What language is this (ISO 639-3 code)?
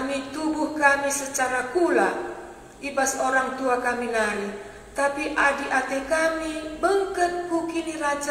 btx